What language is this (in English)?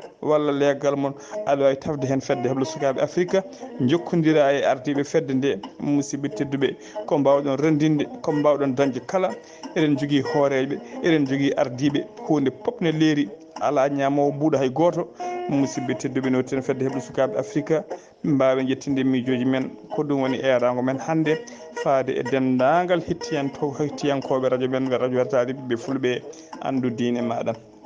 Fula